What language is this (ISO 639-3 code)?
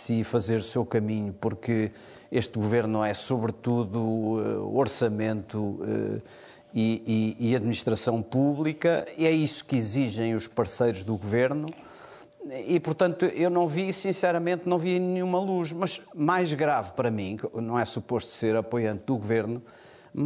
por